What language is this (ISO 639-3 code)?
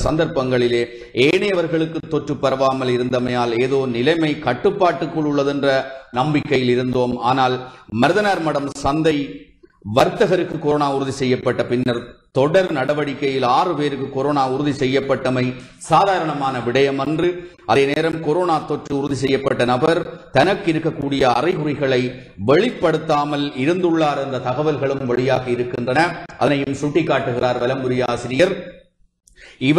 tam